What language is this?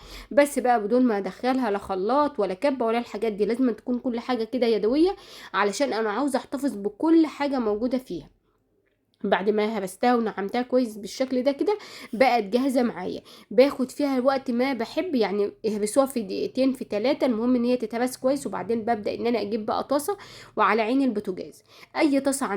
Egyptian Arabic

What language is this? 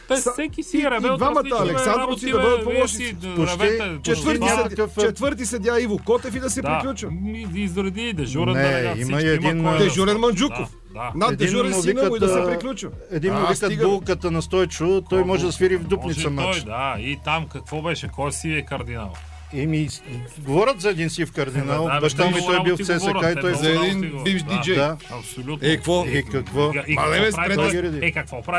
Bulgarian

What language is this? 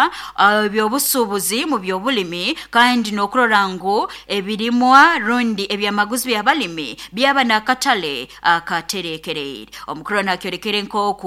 Nyoro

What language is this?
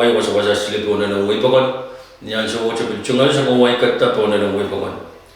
Pohnpeian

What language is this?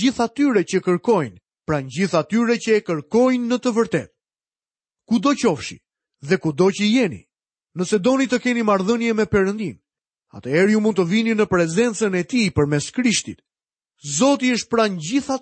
Albanian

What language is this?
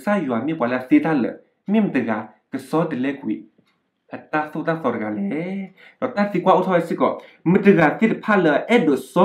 S'gaw Karen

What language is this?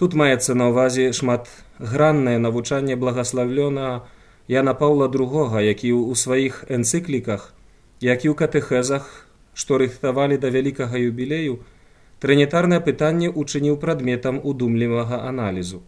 Belarusian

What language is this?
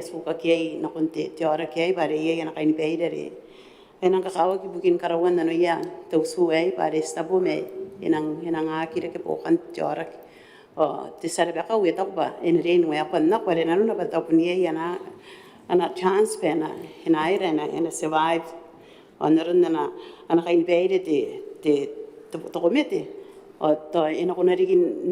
Gilbertese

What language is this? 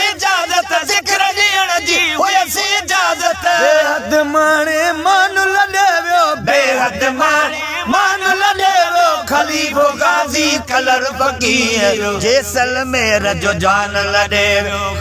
Sindhi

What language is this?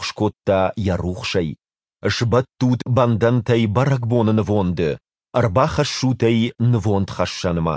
Ossetic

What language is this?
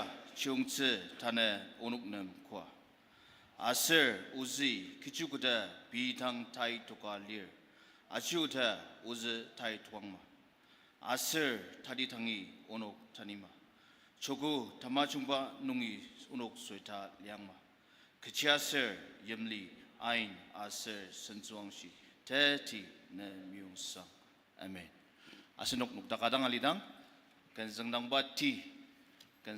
Ao Naga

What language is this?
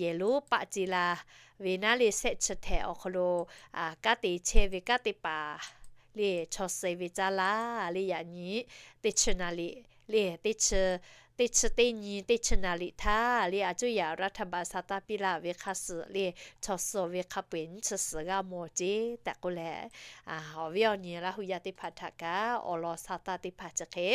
Lahu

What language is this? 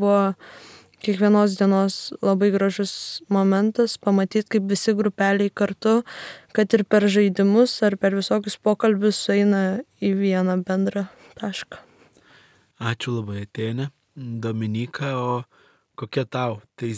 Lithuanian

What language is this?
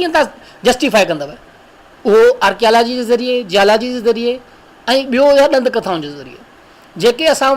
Sindhi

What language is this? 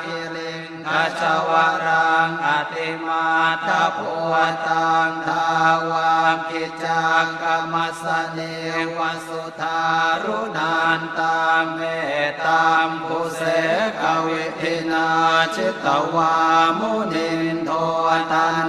Pali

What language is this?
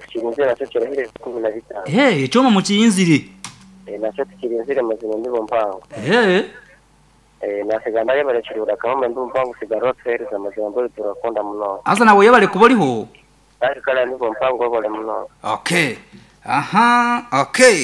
Nyankole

